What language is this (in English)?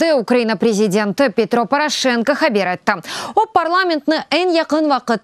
Crimean Tatar